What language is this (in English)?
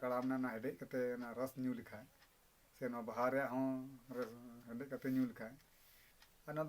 Santali